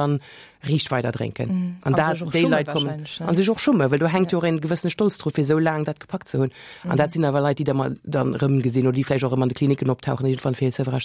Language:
Luxembourgish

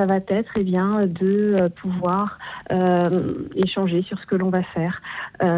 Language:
French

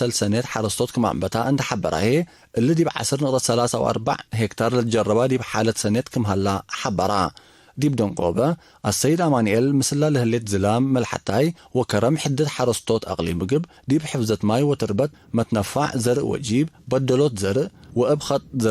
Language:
Tigre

